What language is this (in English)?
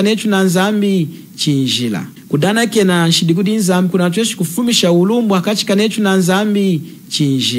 Lunda